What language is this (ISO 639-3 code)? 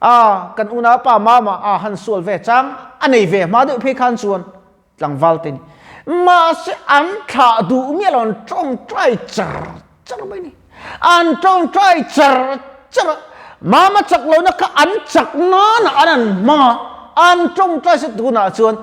lus